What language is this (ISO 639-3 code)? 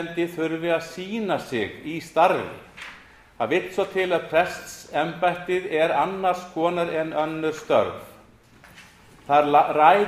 isl